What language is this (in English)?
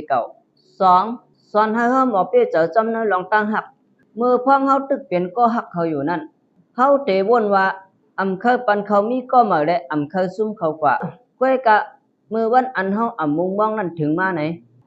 Shan